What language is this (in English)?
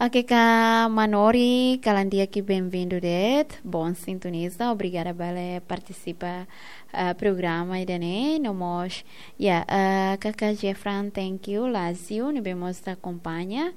Tetum